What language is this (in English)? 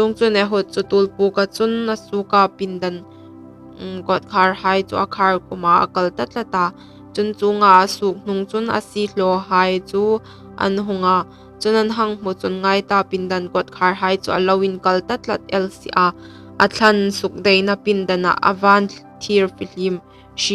Hmar